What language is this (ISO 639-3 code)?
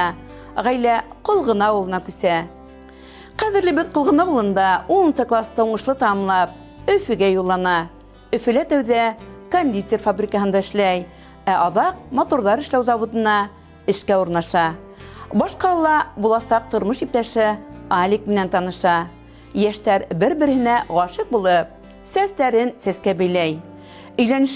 bak